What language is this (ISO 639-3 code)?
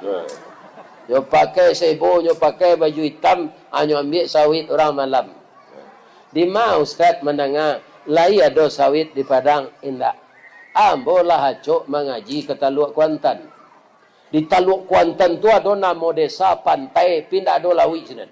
min